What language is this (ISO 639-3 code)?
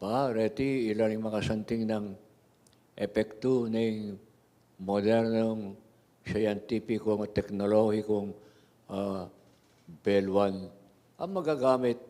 pam